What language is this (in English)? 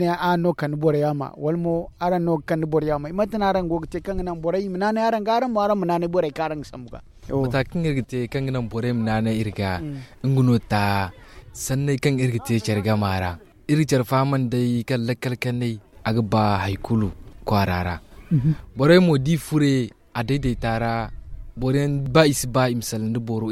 Zarma